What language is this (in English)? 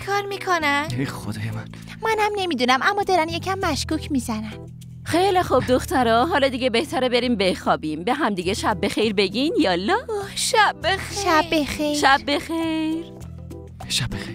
Persian